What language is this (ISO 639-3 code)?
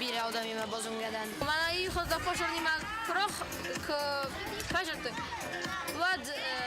oss